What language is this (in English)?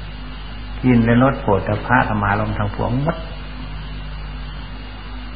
Thai